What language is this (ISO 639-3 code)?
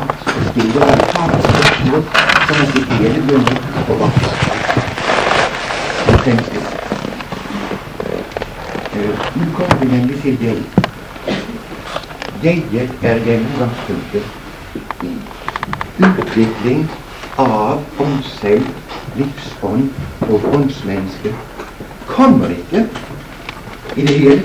nor